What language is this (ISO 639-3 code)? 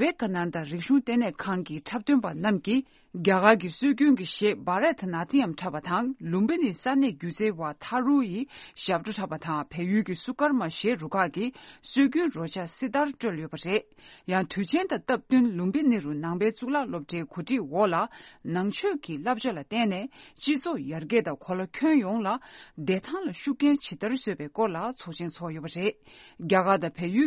bod